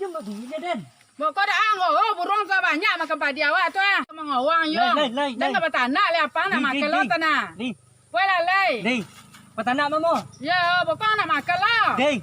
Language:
Minangkabau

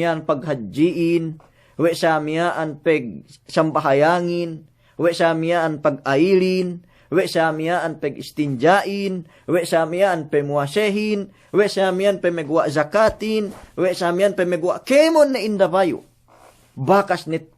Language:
Yakan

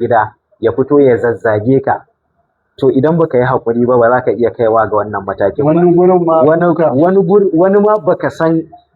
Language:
Hausa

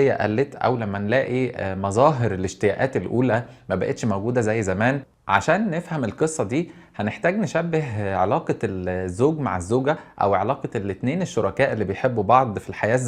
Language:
Egyptian Arabic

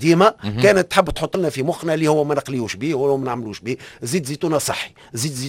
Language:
Tunisian Arabic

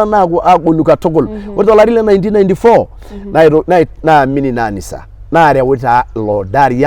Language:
Masai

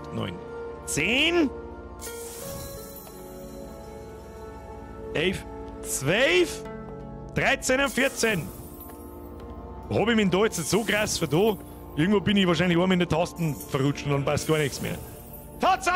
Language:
German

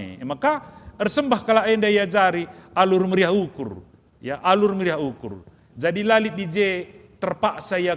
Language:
Batak Karo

